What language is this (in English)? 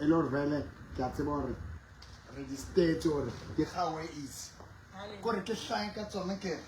Southern Sotho